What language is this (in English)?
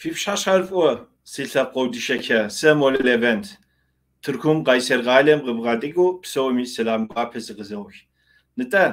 Kabardian